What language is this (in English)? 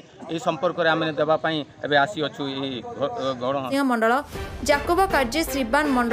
Odia